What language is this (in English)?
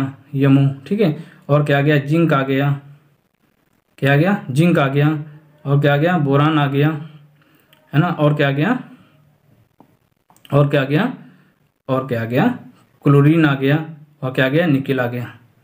Hindi